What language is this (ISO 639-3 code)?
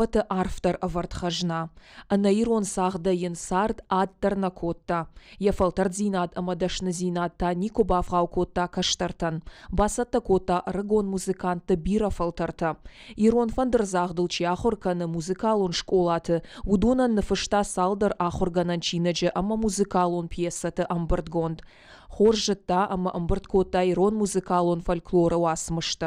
oss